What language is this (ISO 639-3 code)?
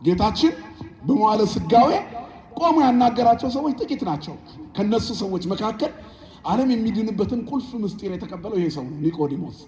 amh